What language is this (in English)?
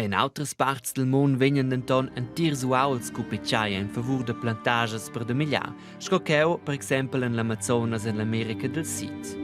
Romansh